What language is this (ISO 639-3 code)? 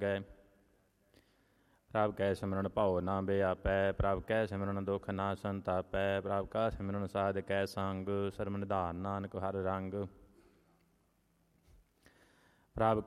pan